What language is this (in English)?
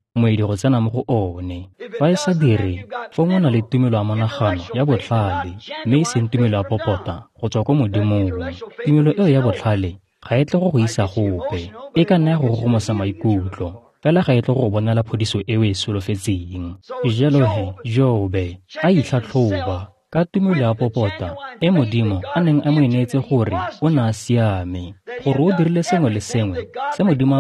Tswana